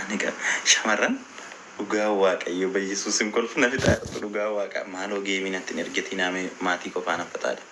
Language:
Oromo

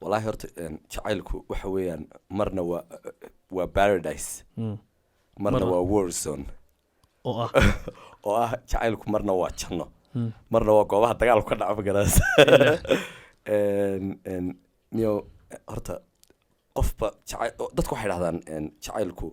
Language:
Somali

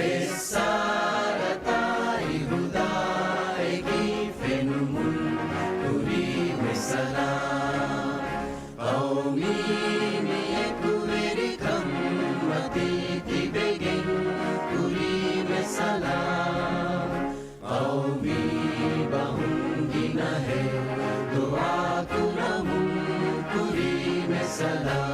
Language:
Divehi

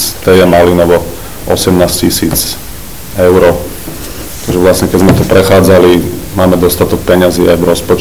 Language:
Slovak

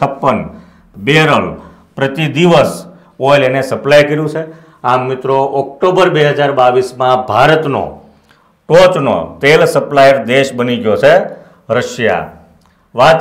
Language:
Gujarati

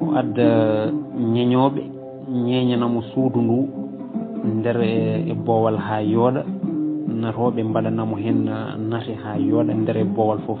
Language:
Fula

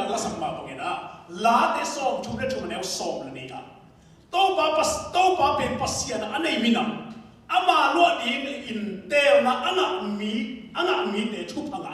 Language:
Tedim Chin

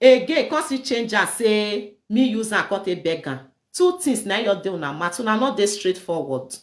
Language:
Nigerian Pidgin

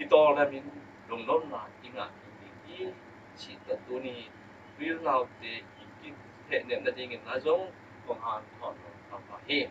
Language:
Tedim Chin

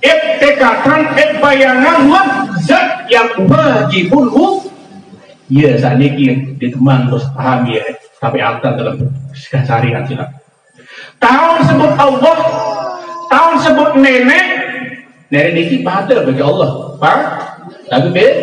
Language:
Sasak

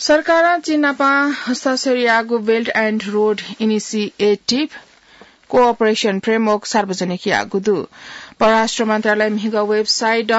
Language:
Newari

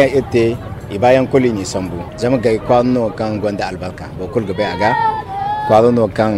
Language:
Zarma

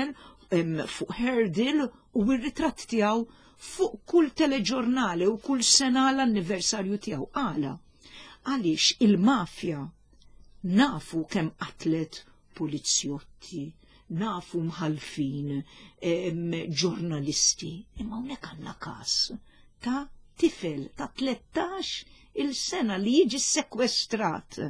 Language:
Maltese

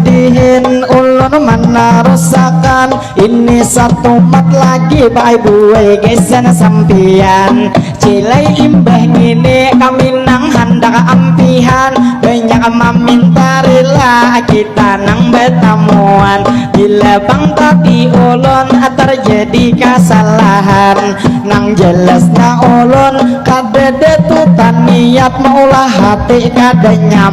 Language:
Banjar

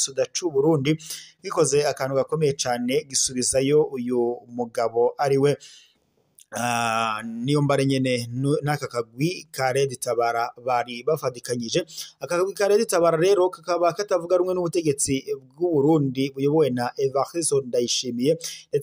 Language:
Rundi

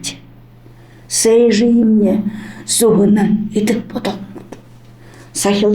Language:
Buriat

